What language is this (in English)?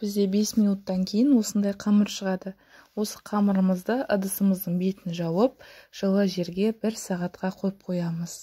Kazakh